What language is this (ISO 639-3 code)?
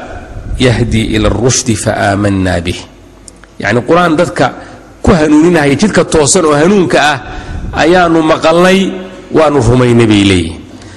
som